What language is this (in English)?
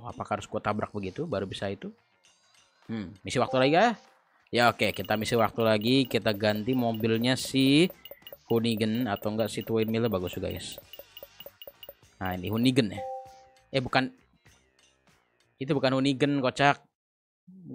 Indonesian